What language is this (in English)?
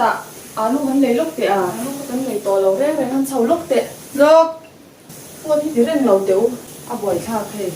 Mizo